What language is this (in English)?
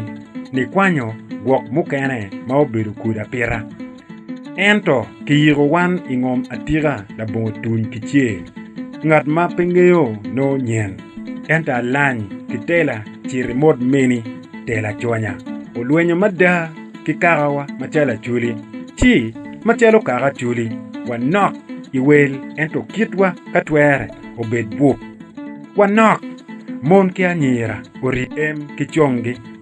Acoli